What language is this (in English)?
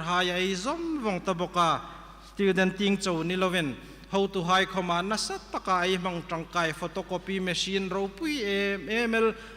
Hmar